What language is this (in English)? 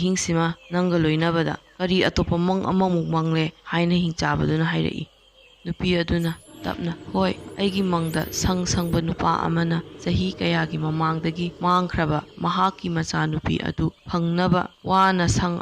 Manipuri